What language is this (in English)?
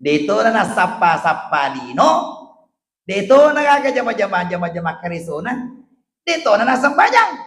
Buginese